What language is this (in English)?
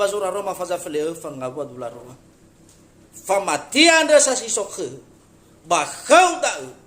Nias